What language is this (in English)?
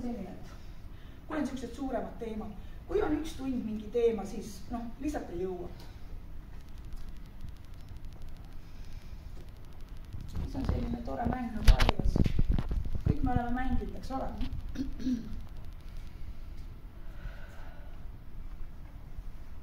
Estonian